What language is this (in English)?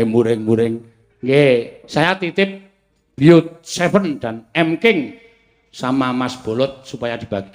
Javanese